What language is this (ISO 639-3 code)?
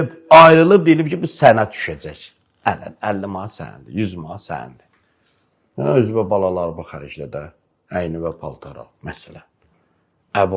aze